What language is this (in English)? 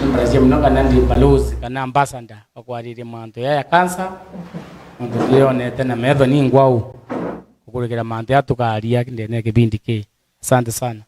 Meru